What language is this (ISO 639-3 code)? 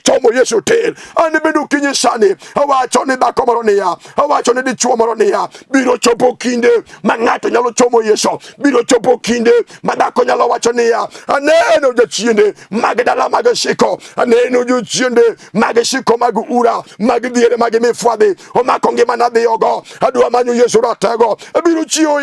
luo